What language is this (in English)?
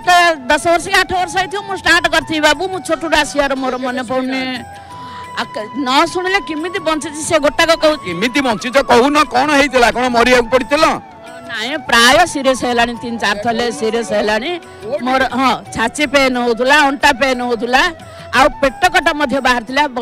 Odia